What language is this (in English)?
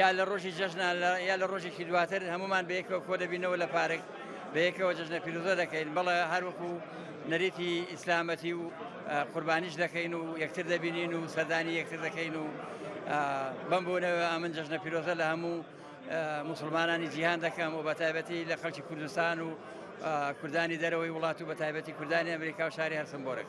Central Kurdish